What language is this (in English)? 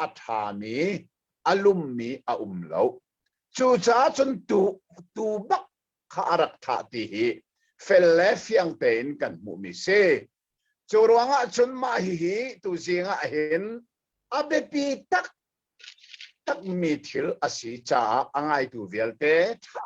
Hakha Chin